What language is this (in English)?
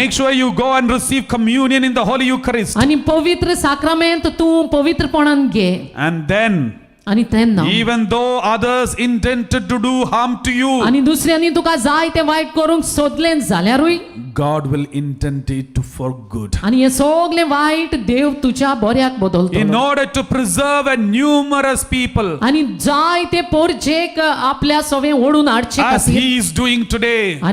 Konkani